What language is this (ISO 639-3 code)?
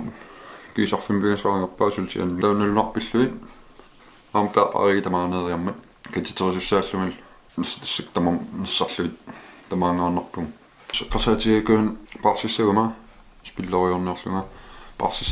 kal